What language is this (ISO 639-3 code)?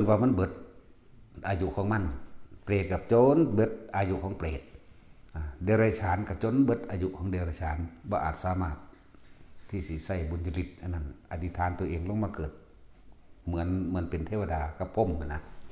tts